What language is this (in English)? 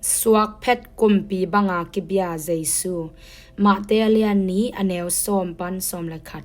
Tedim Chin